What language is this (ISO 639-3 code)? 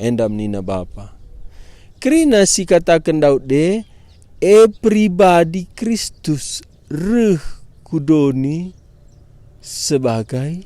btx